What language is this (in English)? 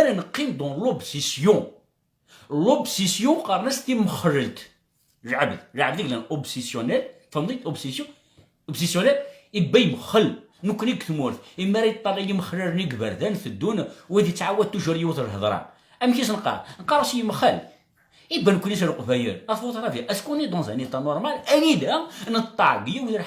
Kabyle